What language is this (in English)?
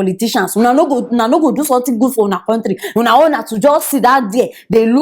Nigerian Pidgin